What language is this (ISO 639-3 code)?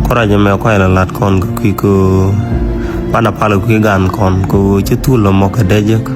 nus